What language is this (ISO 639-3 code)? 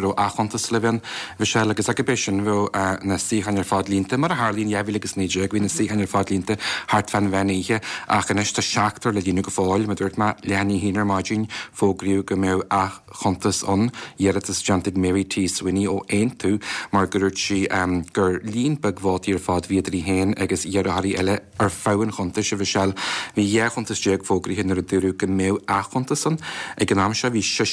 gle